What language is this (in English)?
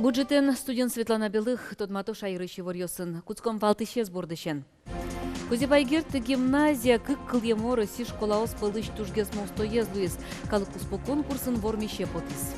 Udmurt